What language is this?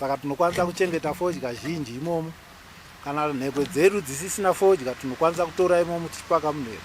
Shona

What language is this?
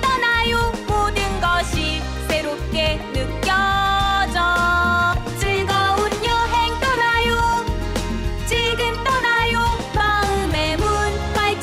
Korean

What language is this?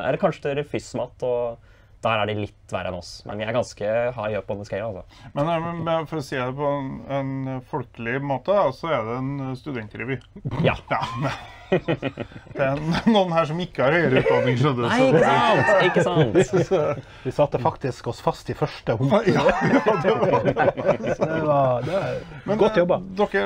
Norwegian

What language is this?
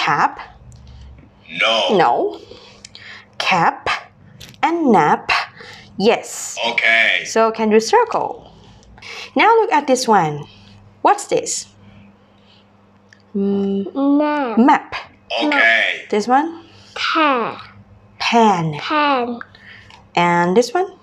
English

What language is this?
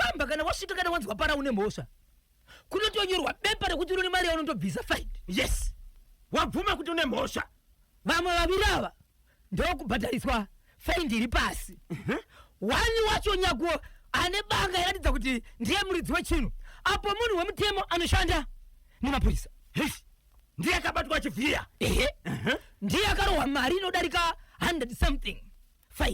Shona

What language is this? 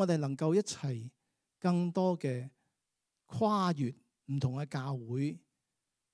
Cantonese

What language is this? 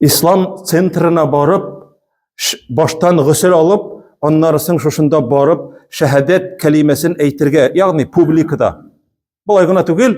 Tatar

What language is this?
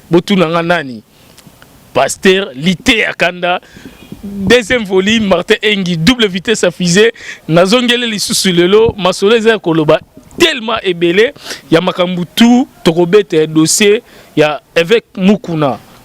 Lingala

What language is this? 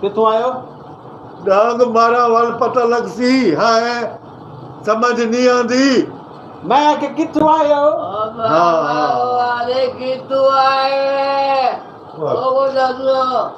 Saraiki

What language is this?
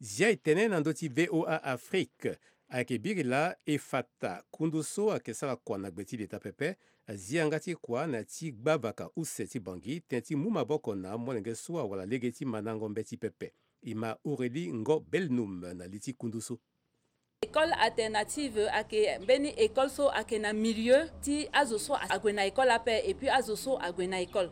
Sango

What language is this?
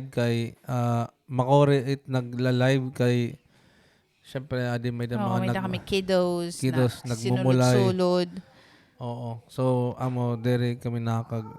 Waray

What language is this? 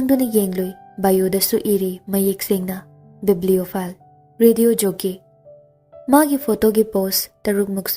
Manipuri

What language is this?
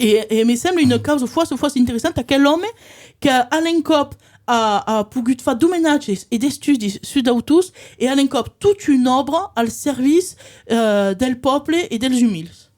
Occitan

